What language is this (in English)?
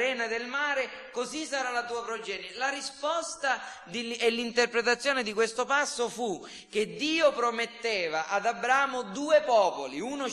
Italian